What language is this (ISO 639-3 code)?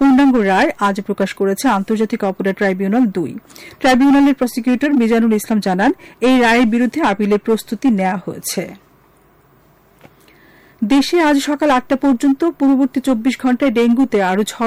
ben